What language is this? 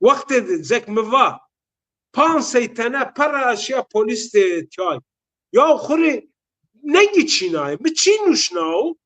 Zaza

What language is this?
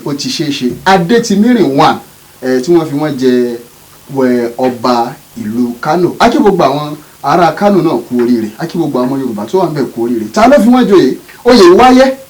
Yoruba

